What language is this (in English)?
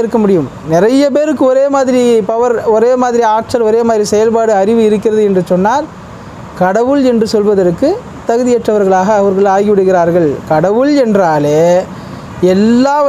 Tamil